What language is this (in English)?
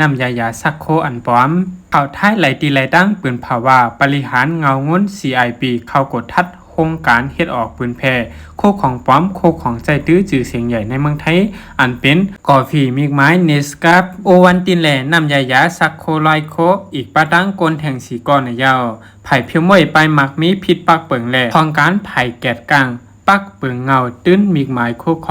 Shan